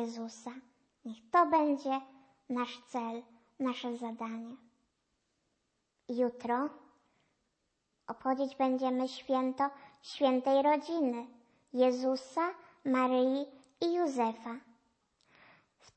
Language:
Polish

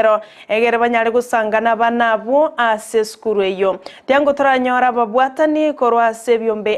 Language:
Gusii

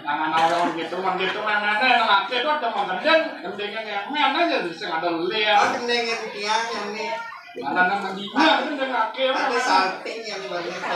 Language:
Balinese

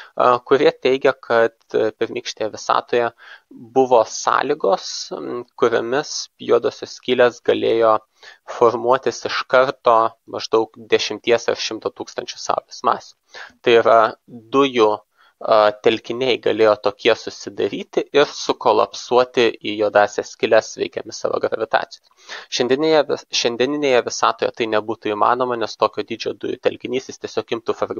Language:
Lithuanian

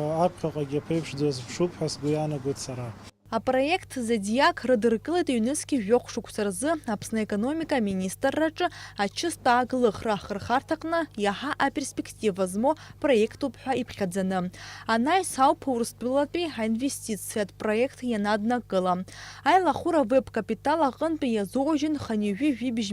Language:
Abkhazian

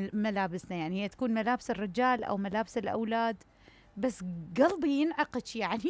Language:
Mesopotamian Arabic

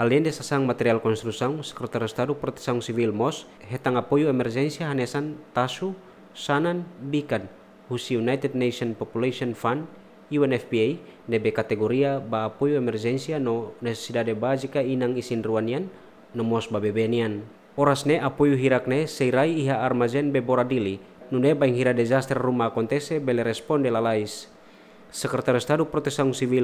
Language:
Tetum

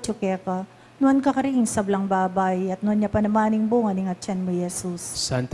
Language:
Pampanga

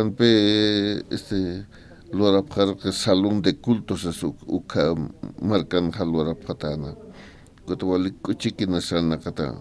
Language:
Aymara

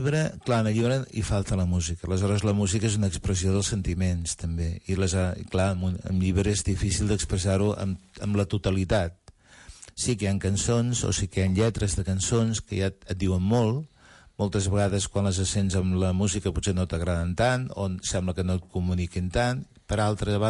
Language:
Catalan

